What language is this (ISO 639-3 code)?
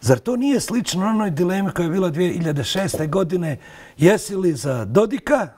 bos